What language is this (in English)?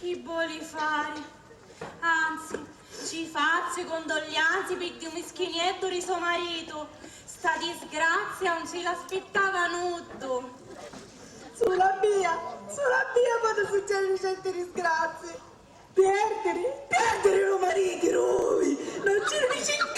Sicilian